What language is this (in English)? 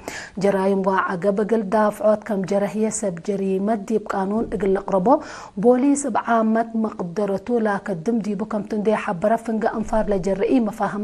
Tigre